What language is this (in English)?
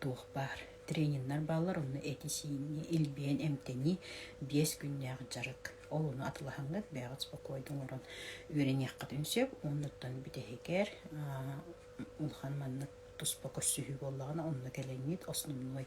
Yakut